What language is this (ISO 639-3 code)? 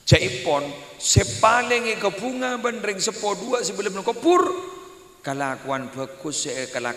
mad